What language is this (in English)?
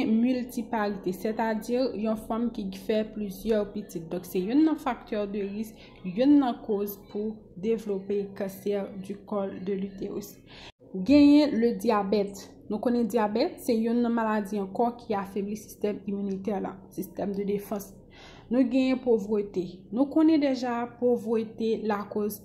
Haitian Creole